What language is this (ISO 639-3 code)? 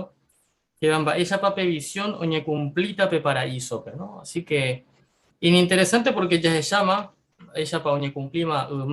grn